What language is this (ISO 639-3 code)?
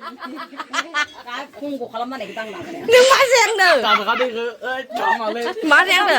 brx